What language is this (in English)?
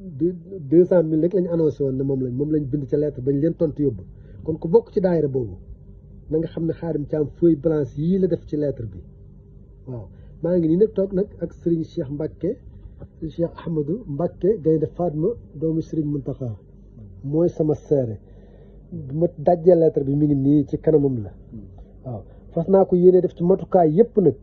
Wolof